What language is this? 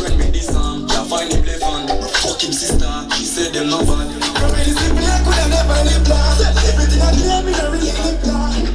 Jamaican Creole English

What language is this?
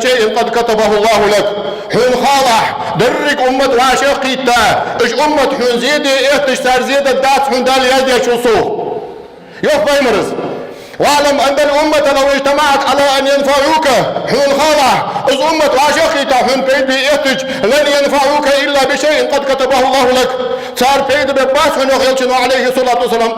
Ingush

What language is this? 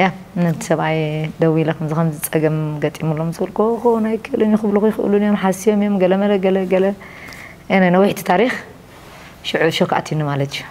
Tigrinya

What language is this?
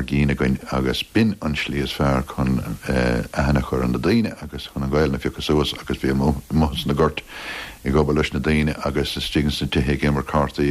Irish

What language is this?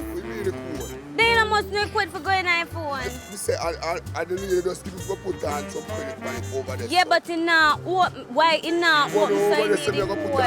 Jamaican Creole English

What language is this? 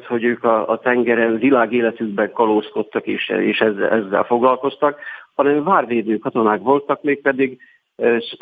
Hungarian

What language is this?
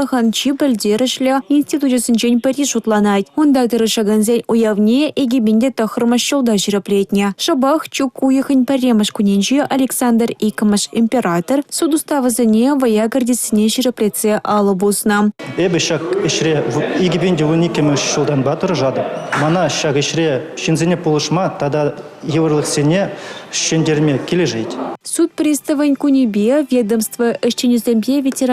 Chuvash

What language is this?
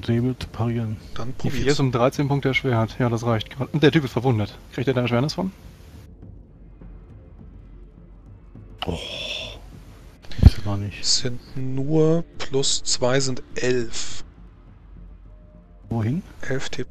German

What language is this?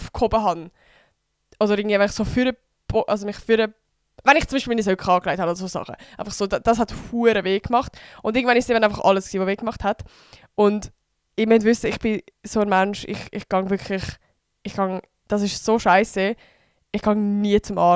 Swiss German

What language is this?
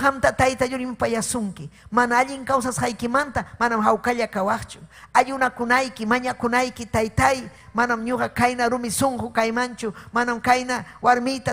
Ayacucho Quechua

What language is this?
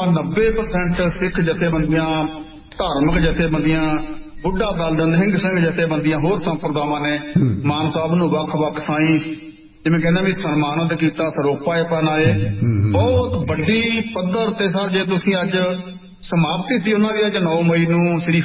Punjabi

